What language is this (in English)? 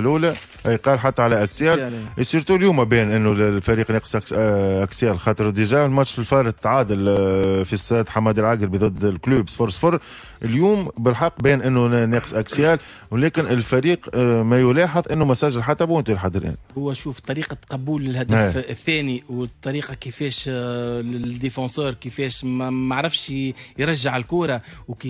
Tunisian Arabic